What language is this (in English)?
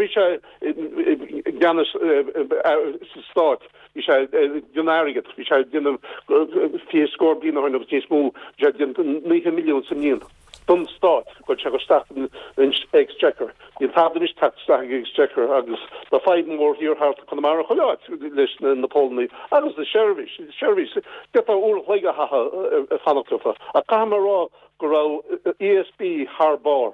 Irish